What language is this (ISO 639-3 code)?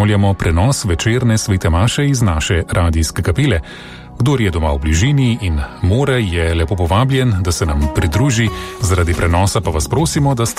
slv